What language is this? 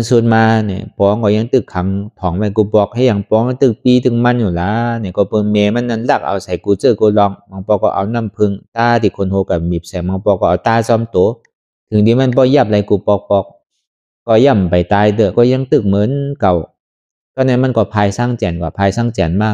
Shan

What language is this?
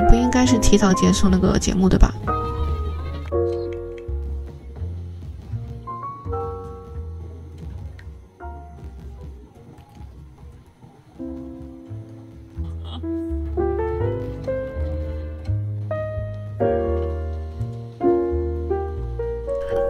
Chinese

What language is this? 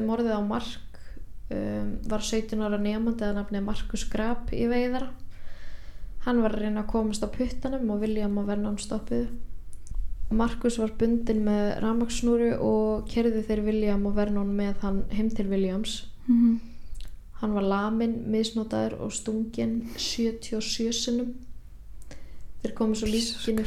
Icelandic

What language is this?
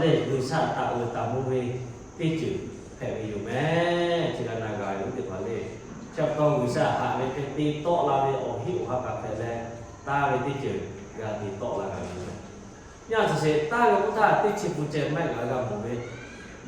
Lahu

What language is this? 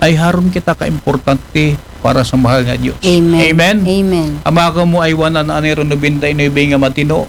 Aklanon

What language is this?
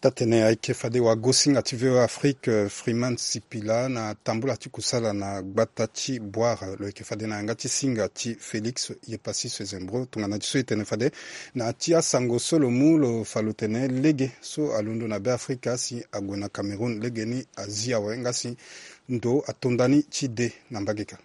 Sango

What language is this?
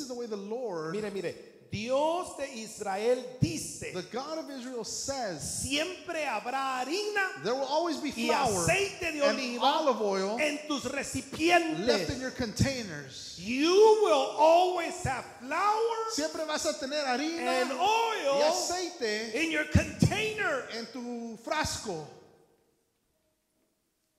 Spanish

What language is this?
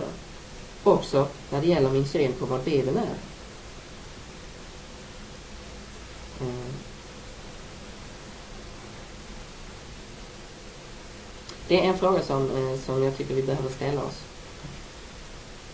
Swedish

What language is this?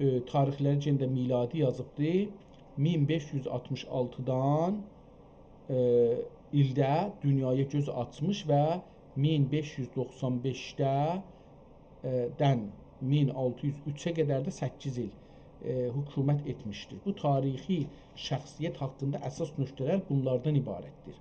South Azerbaijani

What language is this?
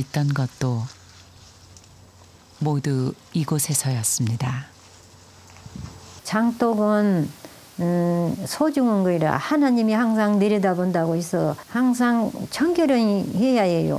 Korean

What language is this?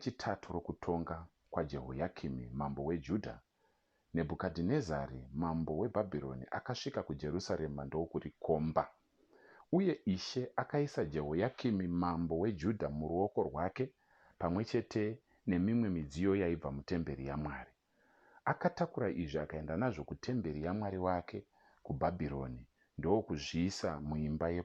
Shona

